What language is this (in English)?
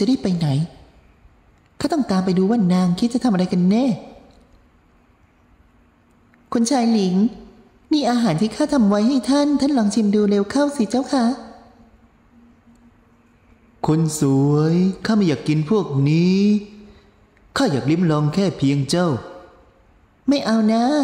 Thai